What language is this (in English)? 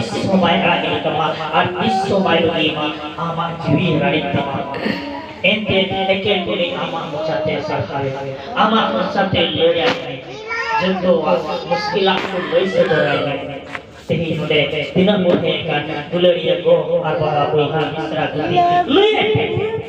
Santali